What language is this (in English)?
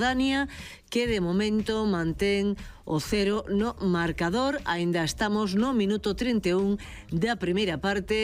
Galician